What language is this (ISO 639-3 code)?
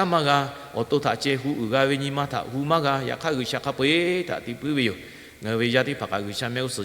lhu